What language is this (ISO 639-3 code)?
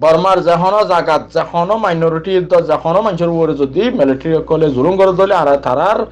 rhg